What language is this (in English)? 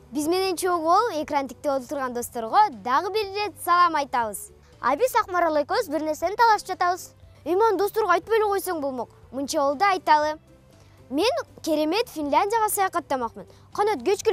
Kyrgyz